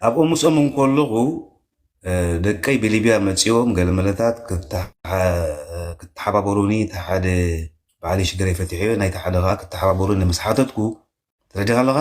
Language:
Tigrinya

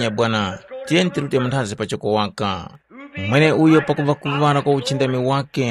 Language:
Tumbuka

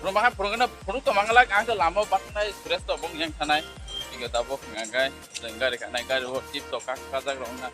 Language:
Kok Borok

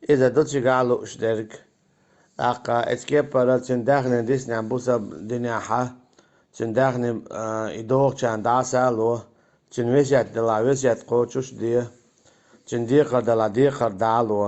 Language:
Chechen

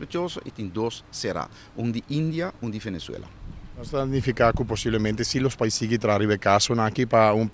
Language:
Papiamento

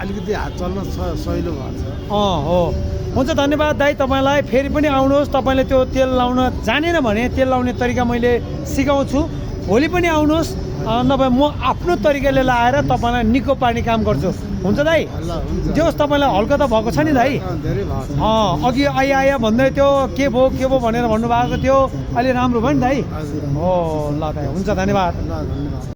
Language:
Nepali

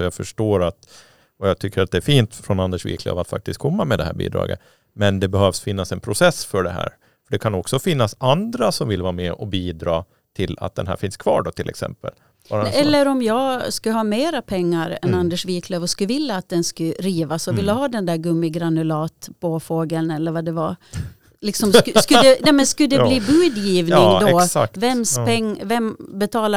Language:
Swedish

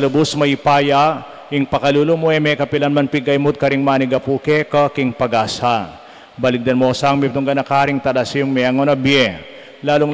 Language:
Pampanga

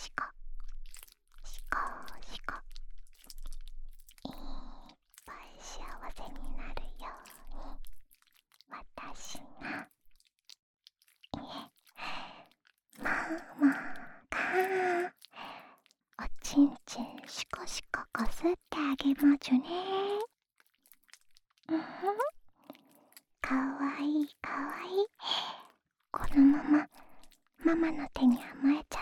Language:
Japanese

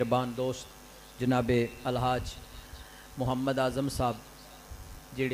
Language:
Western Panjabi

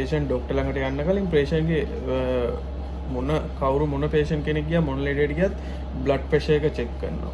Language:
Sinhala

